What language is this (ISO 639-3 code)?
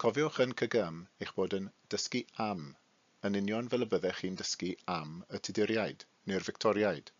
cym